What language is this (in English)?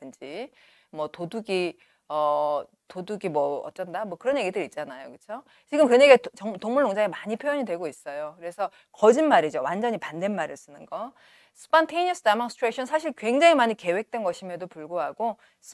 Korean